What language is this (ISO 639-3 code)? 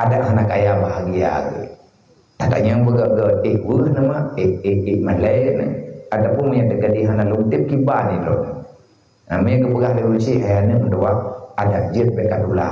ace